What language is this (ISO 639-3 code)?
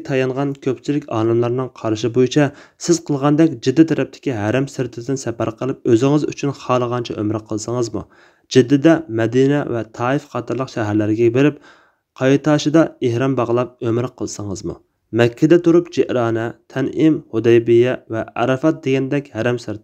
uig